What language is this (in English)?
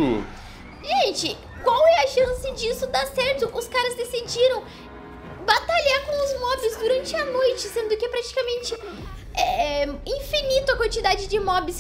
Portuguese